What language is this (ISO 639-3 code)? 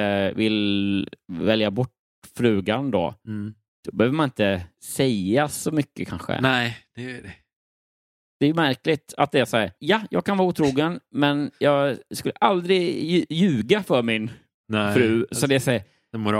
swe